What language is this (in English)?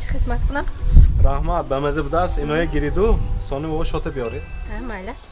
Tajik